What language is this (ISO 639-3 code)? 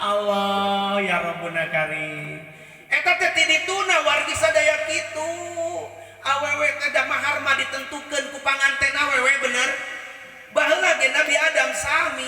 sun